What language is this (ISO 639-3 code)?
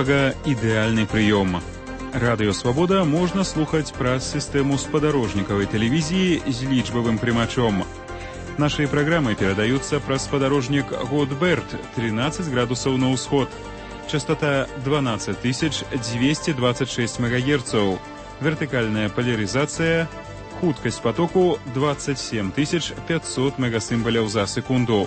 bel